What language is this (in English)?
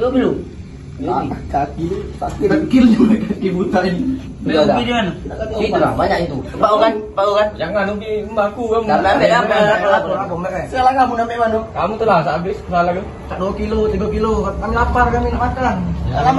Musi